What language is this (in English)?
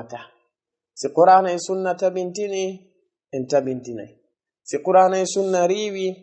Fula